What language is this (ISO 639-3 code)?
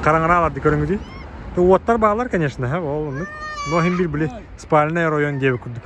sah